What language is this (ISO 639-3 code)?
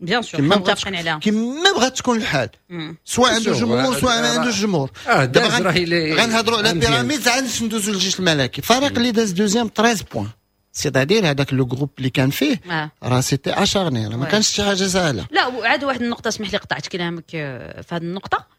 ary